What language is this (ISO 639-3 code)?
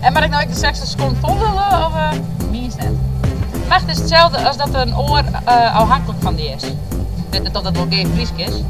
fry